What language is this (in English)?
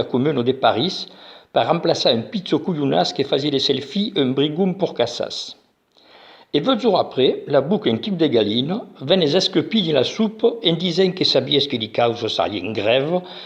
Occitan